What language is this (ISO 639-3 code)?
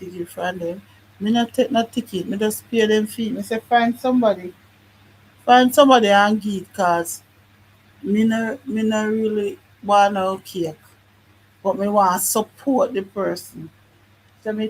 jam